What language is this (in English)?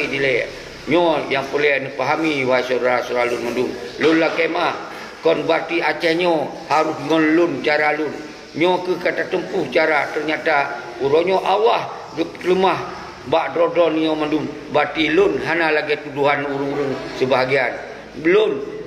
Achinese